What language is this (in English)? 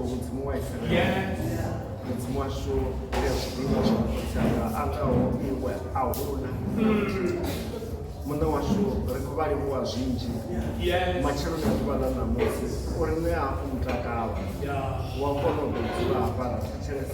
Venda